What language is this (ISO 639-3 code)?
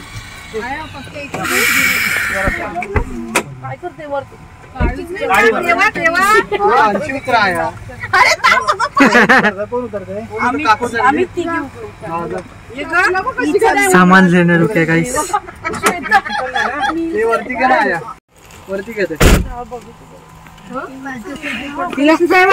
mar